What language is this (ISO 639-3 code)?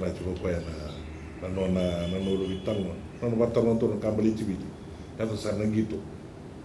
fij